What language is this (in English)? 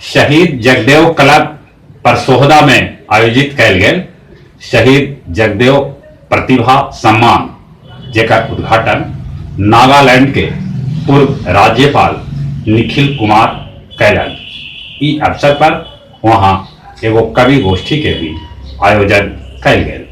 Magahi